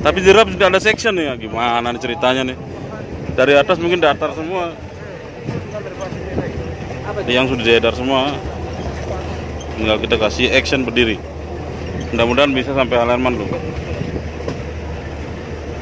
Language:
Indonesian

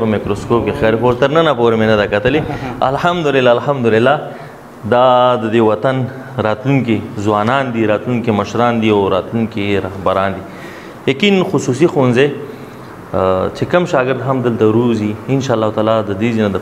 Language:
Pashto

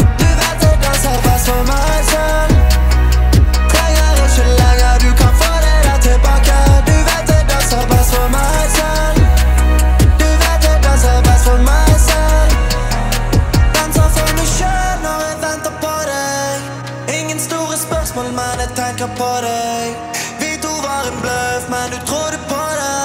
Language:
Norwegian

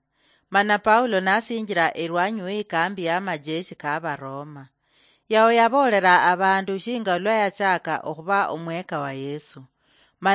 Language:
Luyia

